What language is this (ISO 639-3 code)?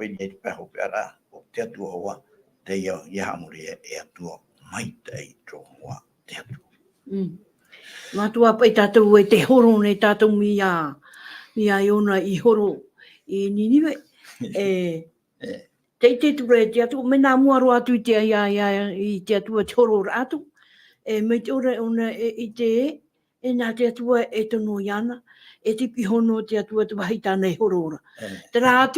tah